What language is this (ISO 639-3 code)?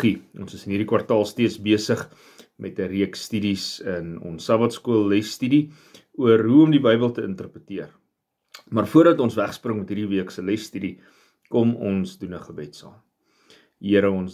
afr